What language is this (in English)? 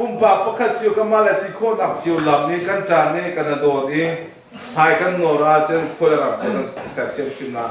Hakha Chin